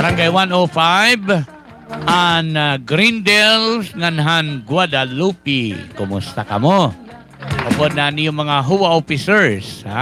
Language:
Waray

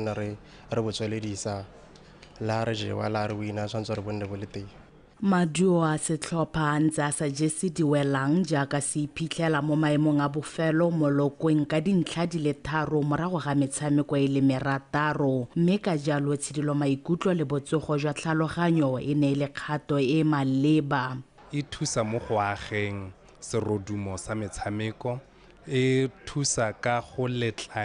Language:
Tswana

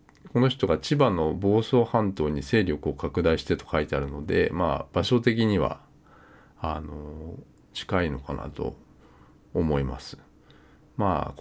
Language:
Japanese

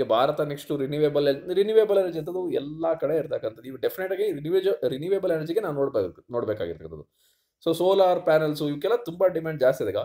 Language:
Kannada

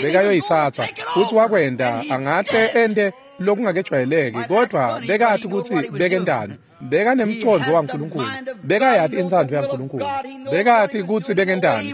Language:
Swati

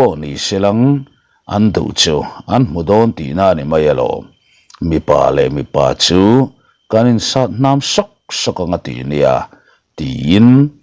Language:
Mizo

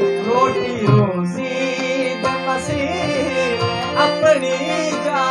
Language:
Saraiki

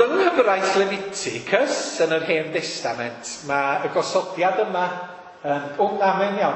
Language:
Welsh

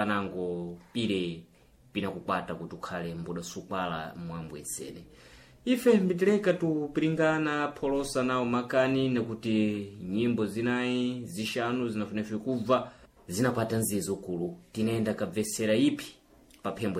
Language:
Sena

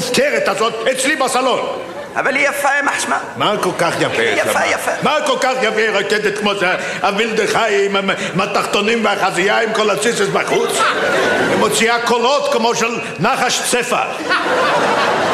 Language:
Hebrew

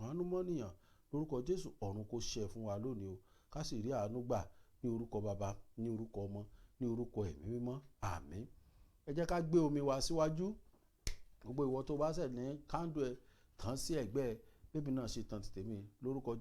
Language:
Yoruba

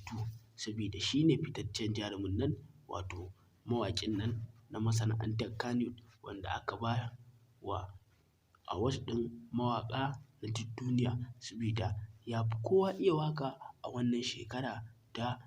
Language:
Hausa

